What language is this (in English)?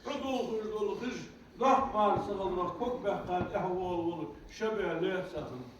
Ingush